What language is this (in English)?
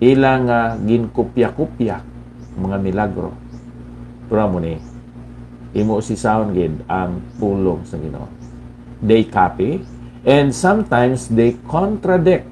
Hiligaynon